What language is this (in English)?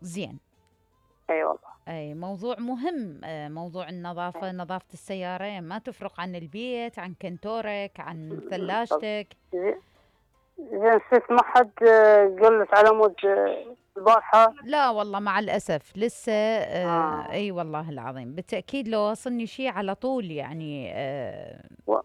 Mesopotamian Arabic